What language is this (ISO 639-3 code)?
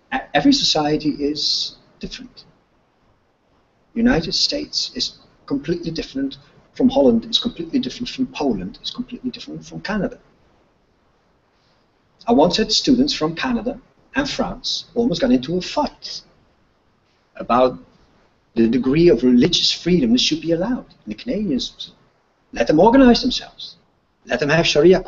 eng